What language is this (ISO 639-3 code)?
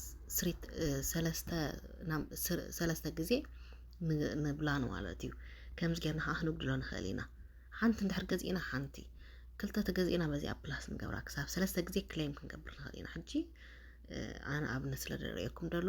tir